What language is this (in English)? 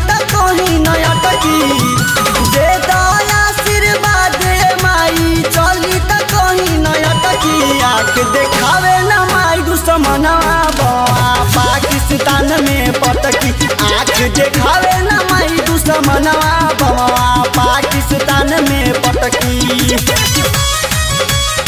Bhojpuri